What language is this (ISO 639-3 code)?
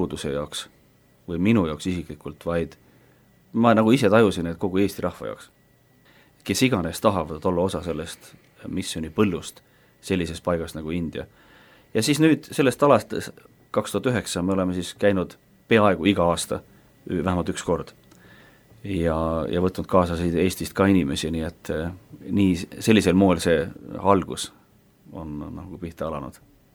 est